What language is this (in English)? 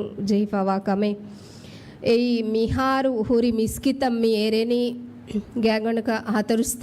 Divehi